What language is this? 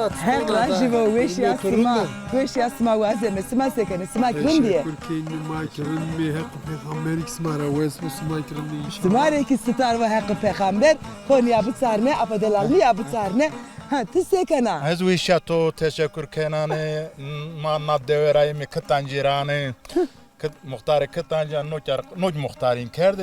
Zaza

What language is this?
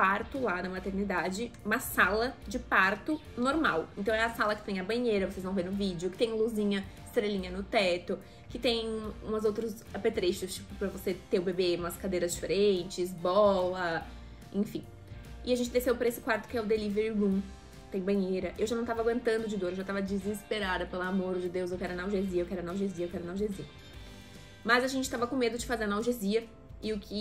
Portuguese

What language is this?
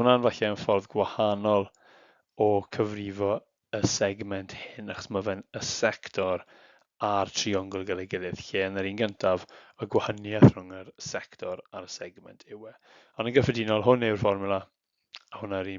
Welsh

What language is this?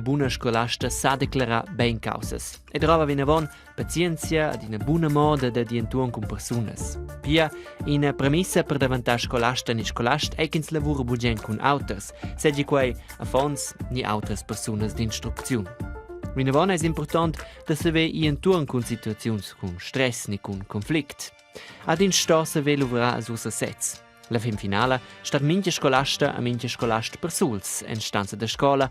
Romansh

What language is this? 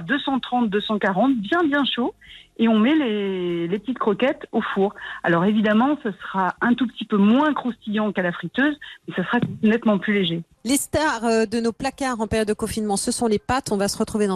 French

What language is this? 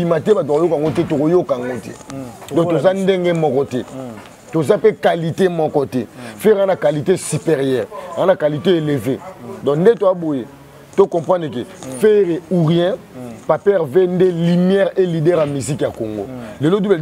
Lingala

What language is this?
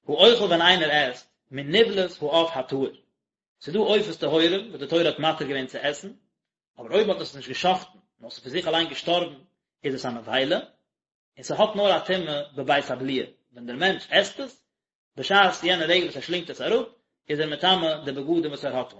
Yiddish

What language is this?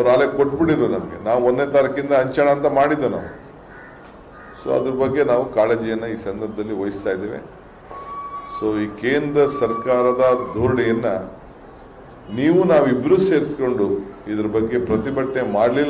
Kannada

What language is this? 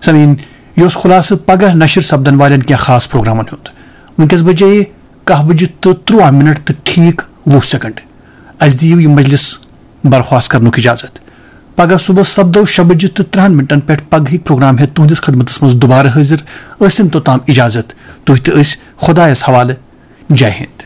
Kashmiri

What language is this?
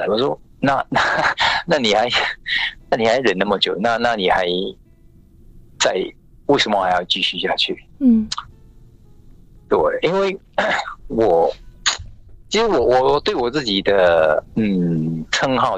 Chinese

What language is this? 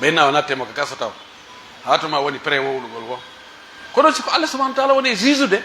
Pular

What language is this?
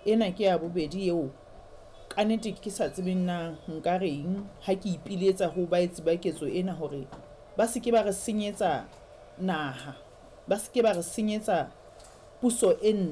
Southern Sotho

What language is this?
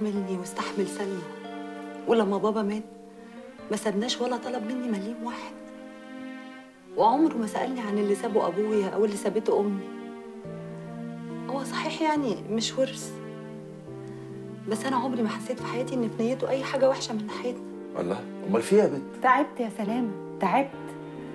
Egyptian Arabic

